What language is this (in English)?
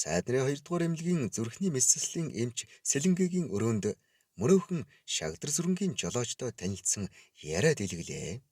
Mongolian